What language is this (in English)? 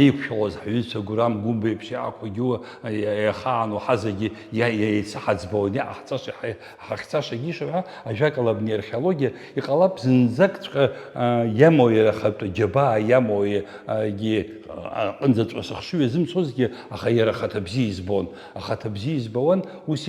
Abkhazian